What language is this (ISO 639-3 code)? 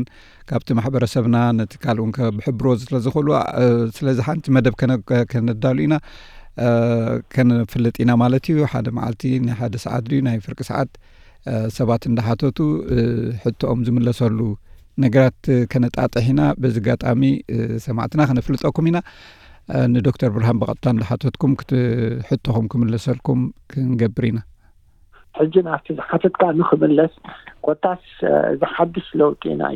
tir